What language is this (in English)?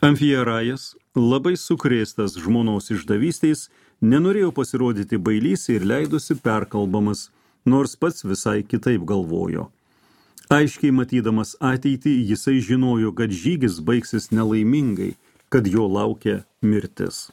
Lithuanian